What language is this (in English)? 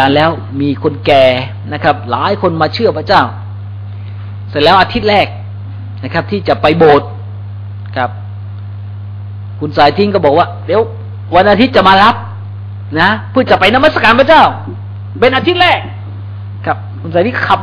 Thai